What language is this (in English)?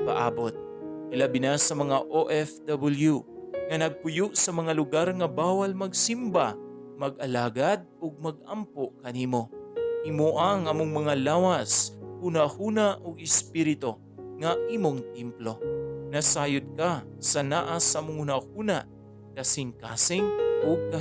Cebuano